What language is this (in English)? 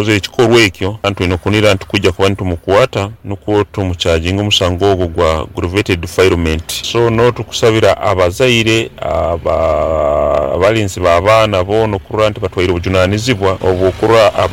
Nyoro